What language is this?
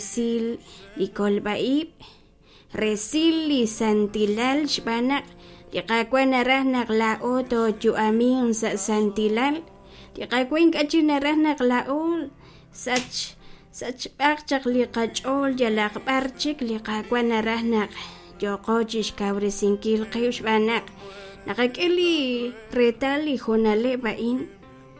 Kekchí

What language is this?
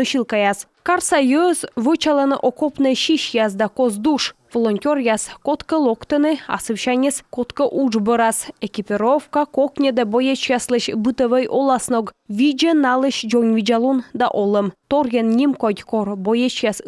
Komi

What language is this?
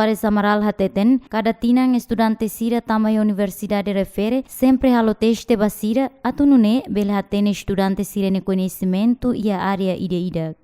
Tetum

